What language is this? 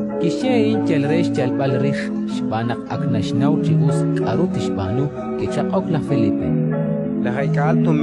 Kekchí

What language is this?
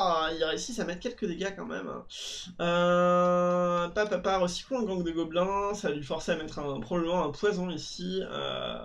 French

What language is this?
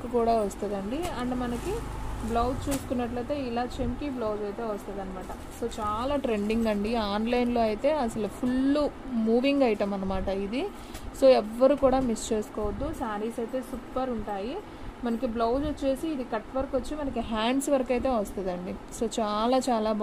Telugu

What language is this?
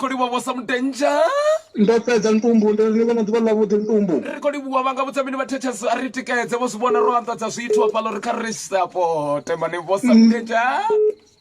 Venda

